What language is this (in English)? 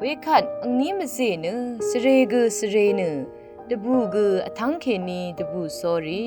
Rawang